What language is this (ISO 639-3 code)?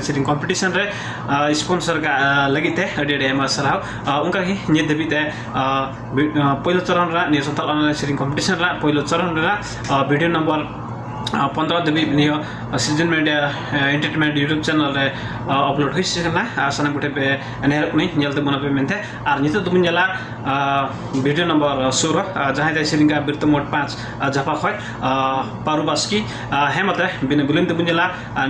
sat